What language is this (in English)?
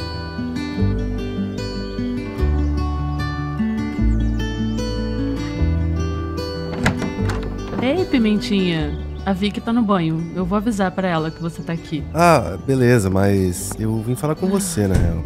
Portuguese